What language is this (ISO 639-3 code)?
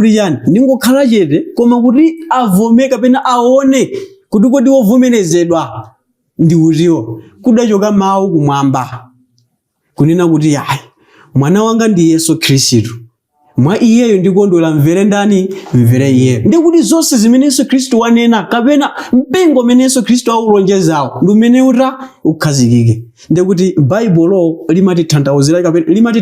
nya